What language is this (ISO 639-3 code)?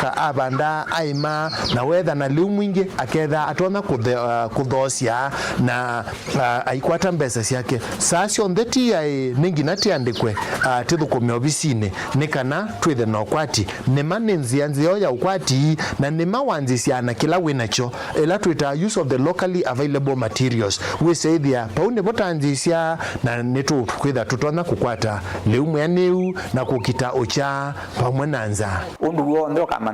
kam